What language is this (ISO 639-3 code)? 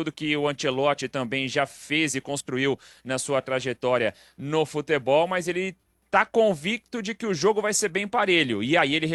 por